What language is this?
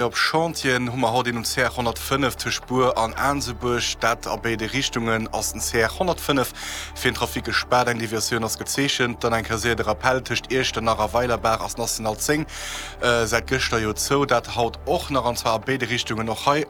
Luxembourgish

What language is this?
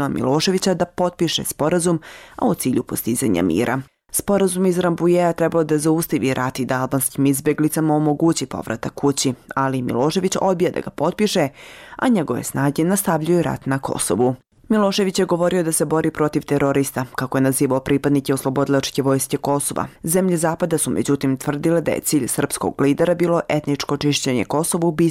Bosnian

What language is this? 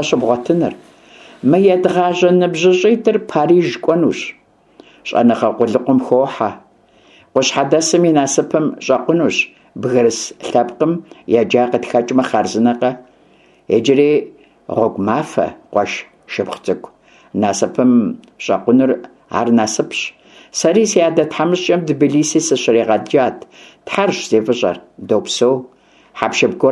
Kabardian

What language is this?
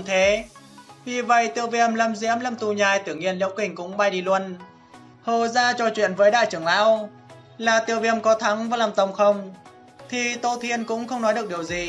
Vietnamese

